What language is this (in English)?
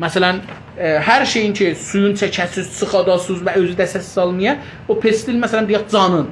South Azerbaijani